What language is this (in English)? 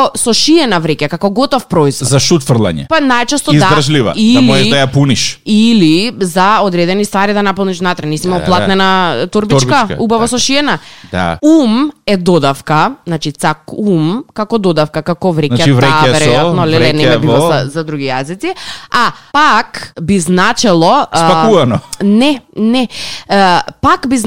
Macedonian